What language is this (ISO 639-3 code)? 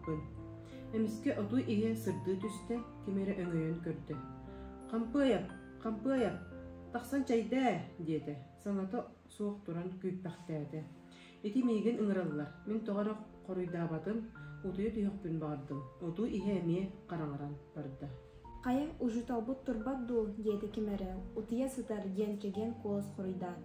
sah